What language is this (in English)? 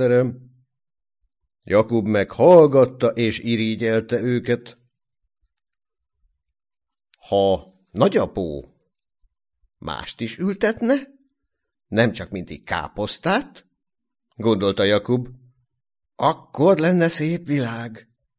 Hungarian